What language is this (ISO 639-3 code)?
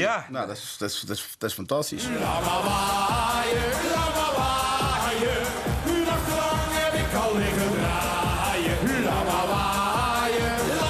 lim